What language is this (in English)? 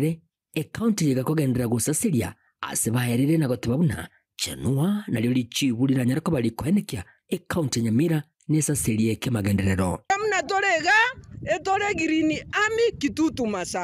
Gusii